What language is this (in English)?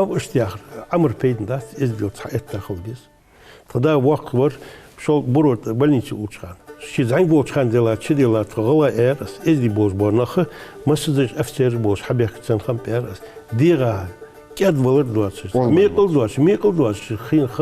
Ingush